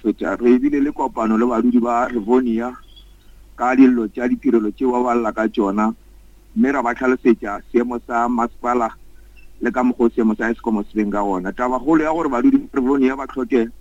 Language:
Northern Sotho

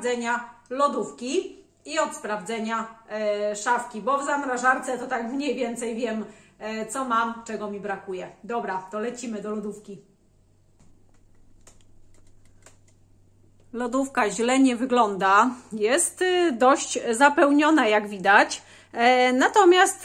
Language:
Polish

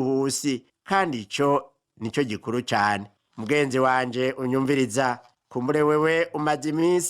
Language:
Rundi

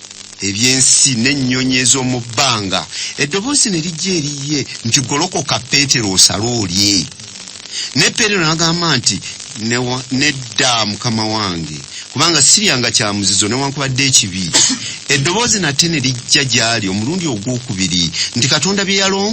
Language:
Ganda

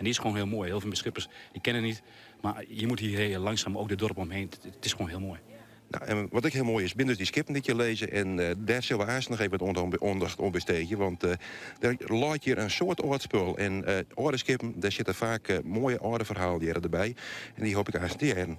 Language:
Western Frisian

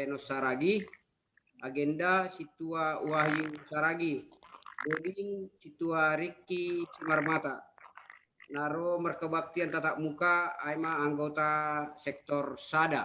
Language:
Batak Simalungun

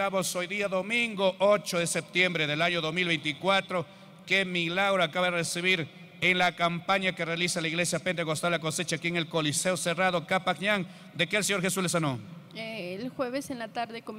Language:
Spanish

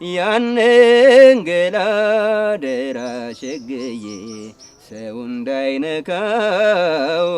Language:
Amharic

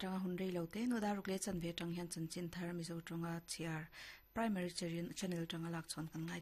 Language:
Mizo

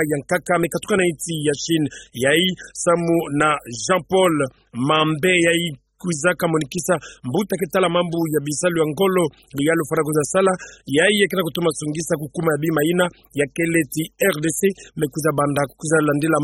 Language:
Kituba (Democratic Republic of Congo)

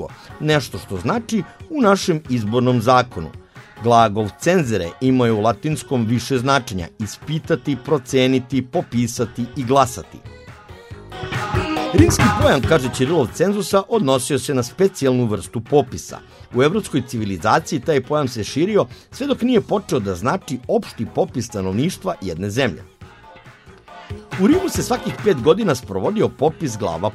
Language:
Serbian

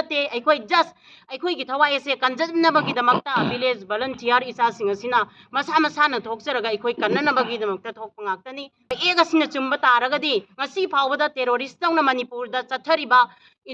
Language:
Manipuri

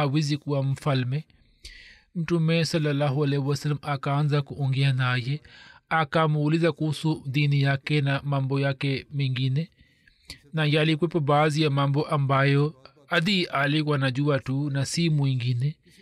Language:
Swahili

